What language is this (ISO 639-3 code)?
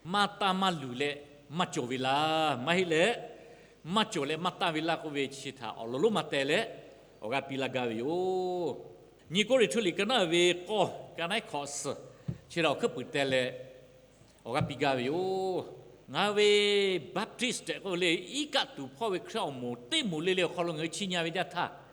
lhu